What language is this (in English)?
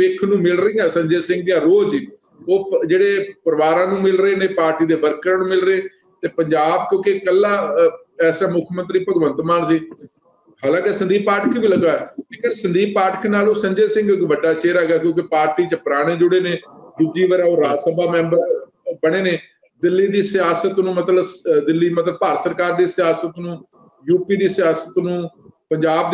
Punjabi